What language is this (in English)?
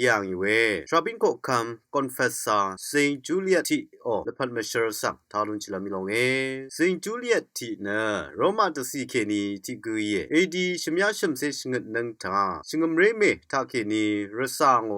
Rawang